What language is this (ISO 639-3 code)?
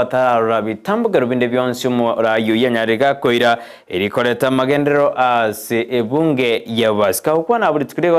guz